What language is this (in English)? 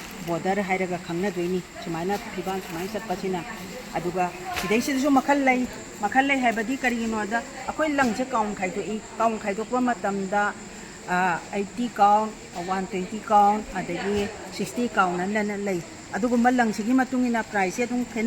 Manipuri